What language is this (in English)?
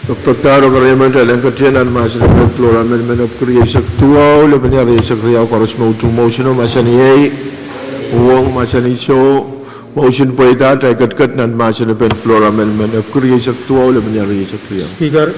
Pohnpeian